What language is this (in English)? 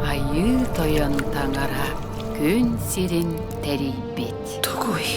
Yakut